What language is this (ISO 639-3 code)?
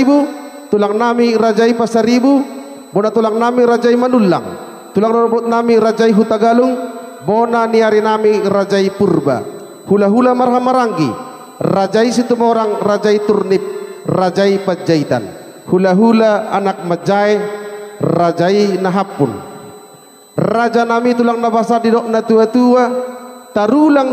bbc